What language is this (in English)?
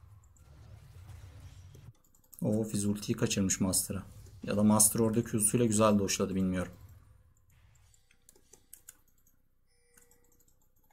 Turkish